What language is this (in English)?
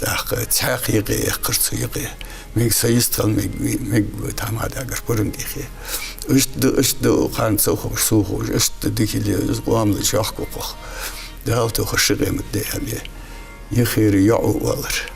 Ingush